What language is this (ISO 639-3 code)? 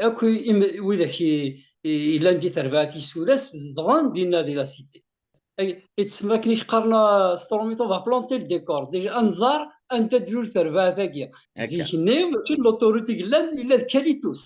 kab